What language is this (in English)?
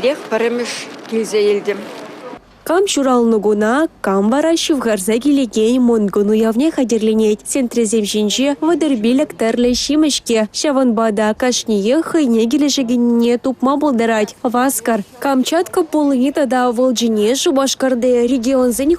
Chuvash